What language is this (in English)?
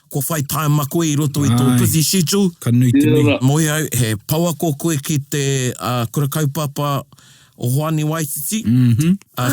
Māori